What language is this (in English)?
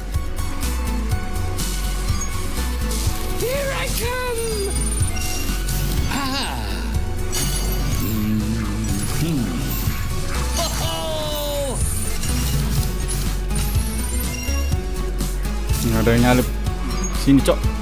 Indonesian